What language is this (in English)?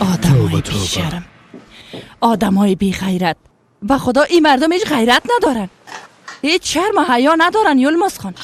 Persian